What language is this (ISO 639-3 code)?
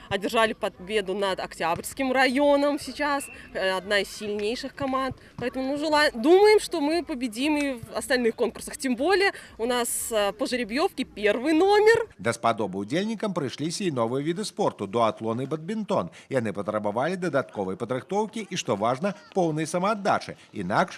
bel